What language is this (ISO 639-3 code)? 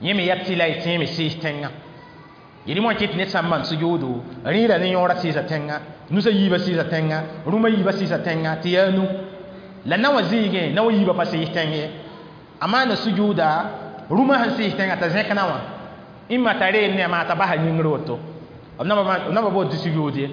mos